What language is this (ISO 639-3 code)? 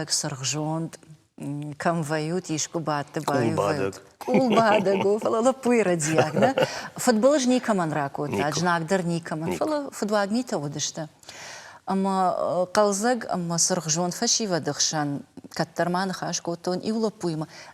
oss